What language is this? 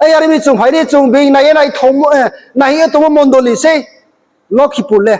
Riang (India)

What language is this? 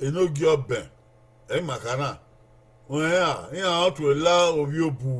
Bini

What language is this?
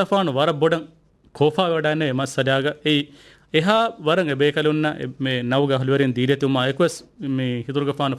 Divehi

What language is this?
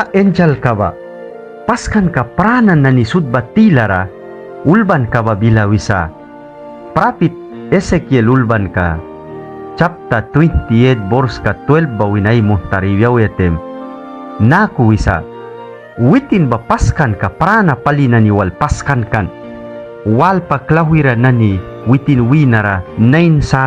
Mískito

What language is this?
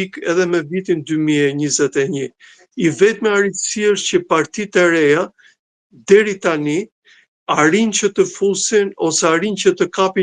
Albanian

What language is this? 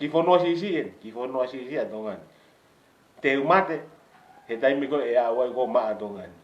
Tongan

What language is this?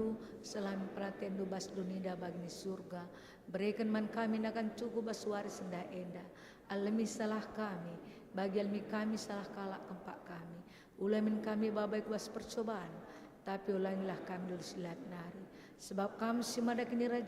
Batak Karo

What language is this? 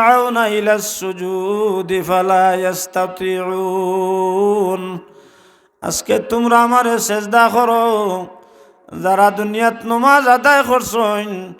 Sylheti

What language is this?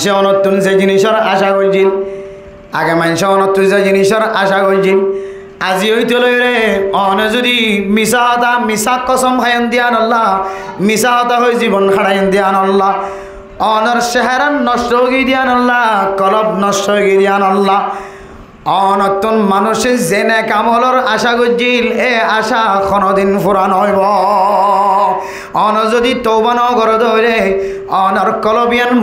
Rohingya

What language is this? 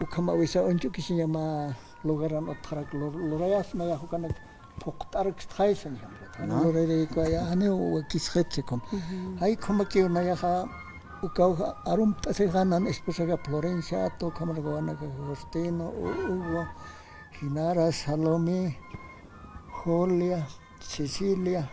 Aymara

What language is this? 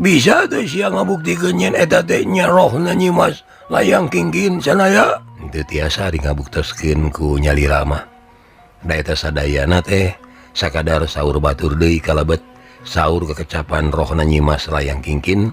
Sundanese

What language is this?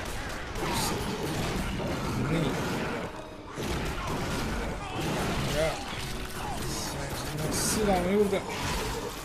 Estonian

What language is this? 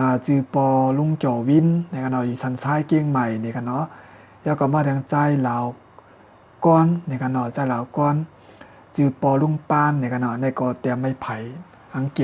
Shan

